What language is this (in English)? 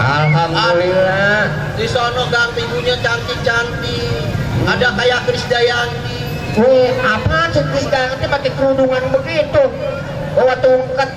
Betawi